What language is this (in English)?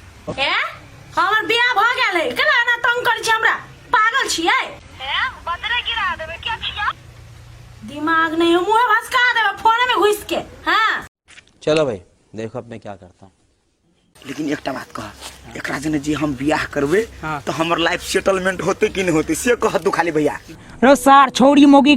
Maithili